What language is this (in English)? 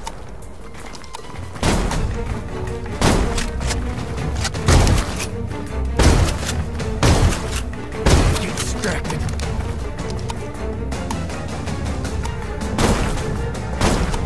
Japanese